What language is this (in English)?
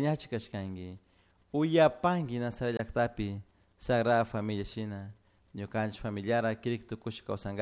Chimborazo Highland Quichua